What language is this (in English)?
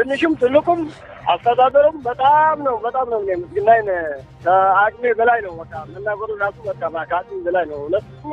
Amharic